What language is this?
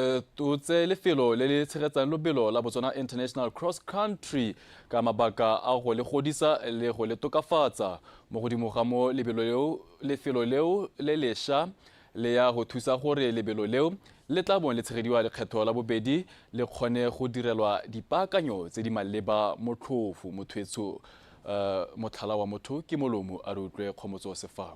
Tswana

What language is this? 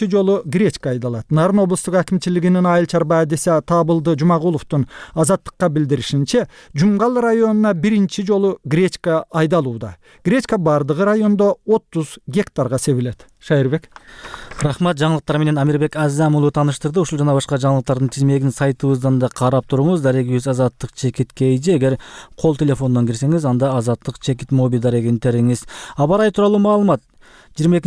Kyrgyz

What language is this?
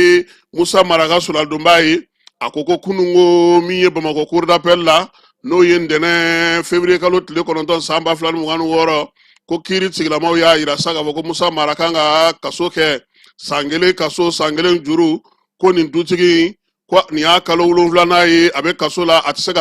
Bambara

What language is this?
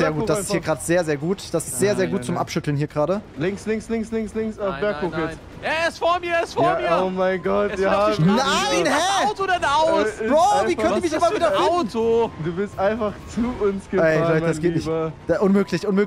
German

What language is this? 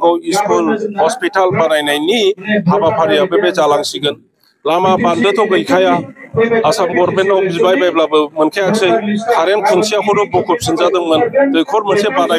Bodo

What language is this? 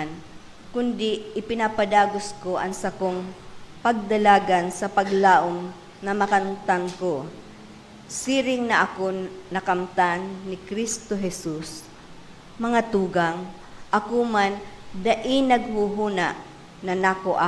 Bikol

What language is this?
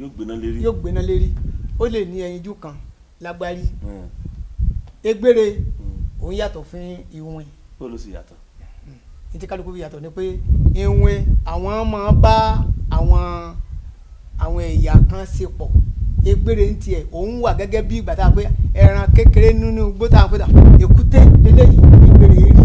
Yoruba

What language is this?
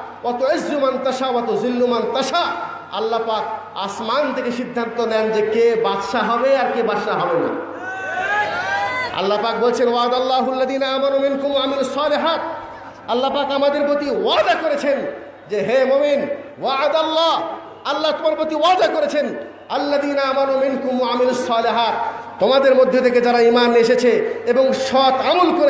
Bangla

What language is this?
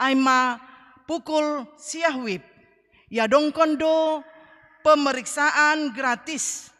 Batak Simalungun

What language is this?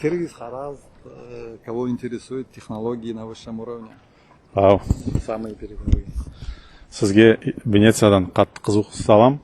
Karachay-Balkar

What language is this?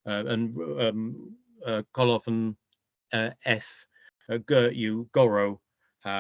Cornish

